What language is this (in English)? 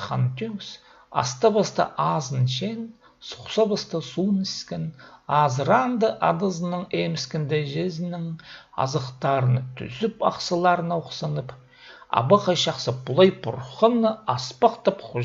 Khakas